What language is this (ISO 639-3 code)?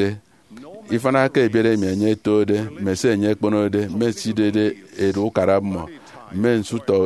efi